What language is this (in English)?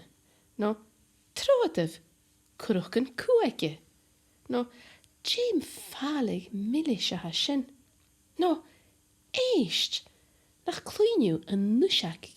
Scottish Gaelic